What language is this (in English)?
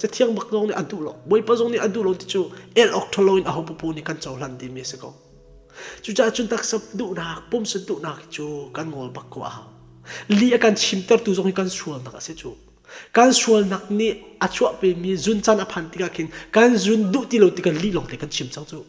Hakha Chin